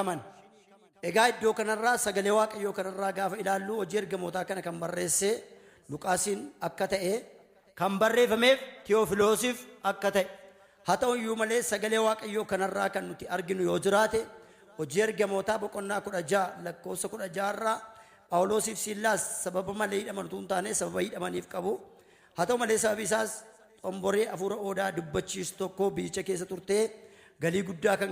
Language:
Oromo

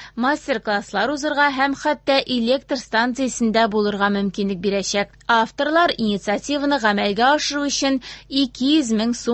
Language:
Tatar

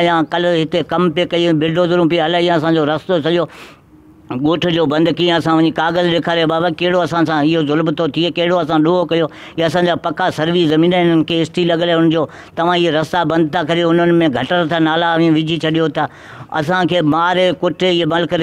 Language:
Sindhi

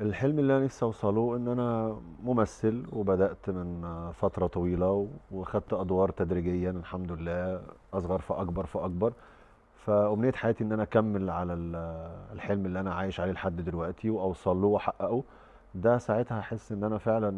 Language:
Egyptian Arabic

